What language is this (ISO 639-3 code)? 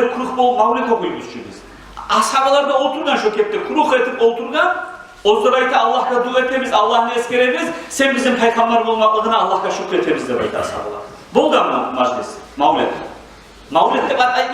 kum